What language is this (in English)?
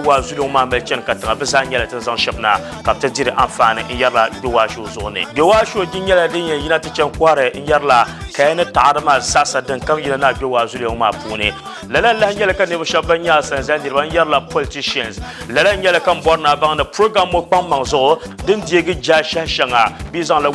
Dagbani